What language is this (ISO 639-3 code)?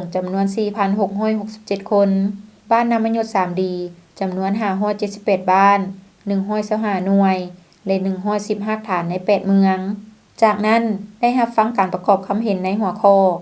lao